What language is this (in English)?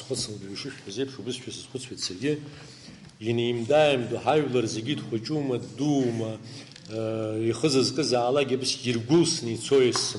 Abkhazian